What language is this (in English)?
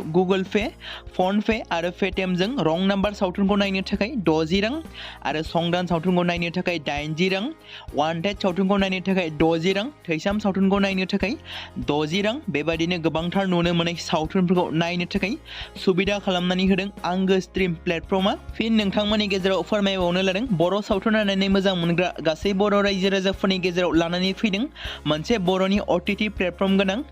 Bodo